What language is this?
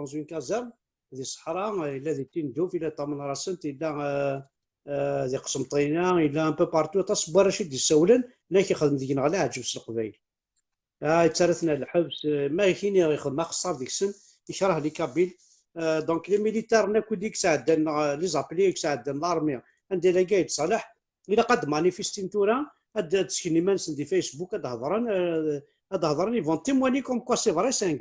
Kabyle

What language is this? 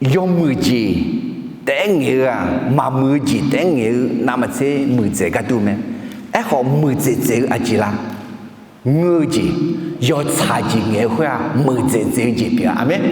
Akha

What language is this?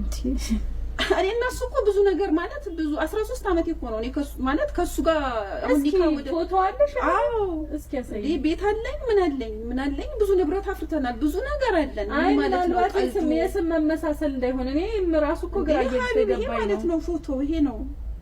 Amharic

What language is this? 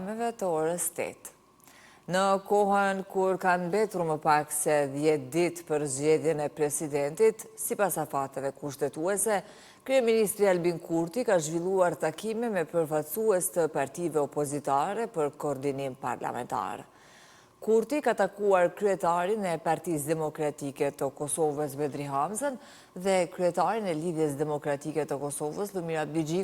Albanian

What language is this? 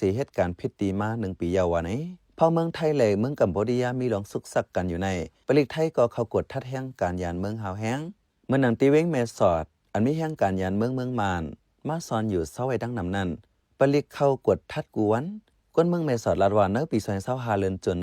Shan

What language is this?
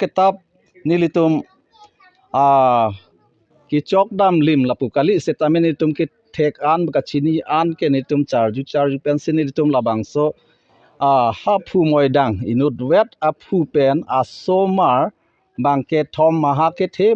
Karbi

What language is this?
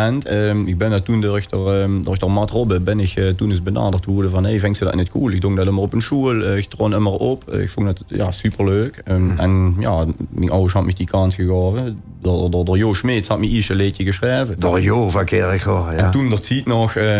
Limburgish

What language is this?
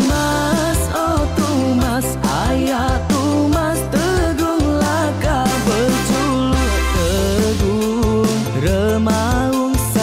Iban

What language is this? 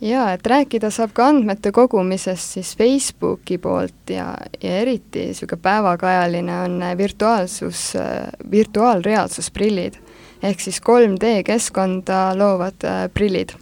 Estonian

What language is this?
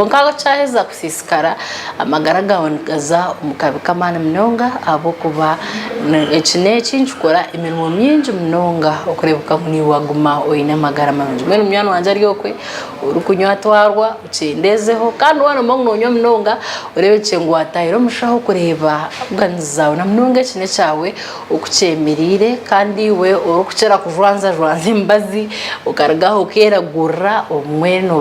Nyankole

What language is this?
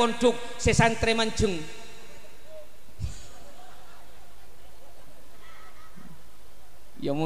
Madurese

